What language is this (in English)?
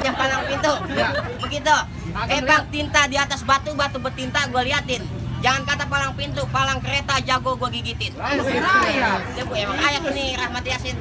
Betawi